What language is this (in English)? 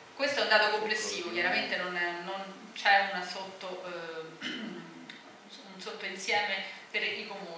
Italian